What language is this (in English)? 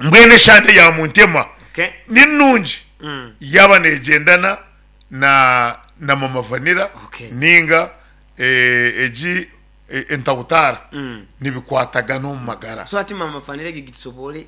Nyankole